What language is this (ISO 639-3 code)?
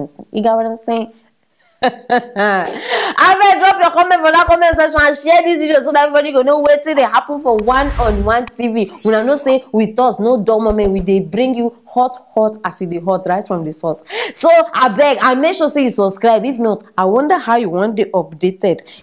pcm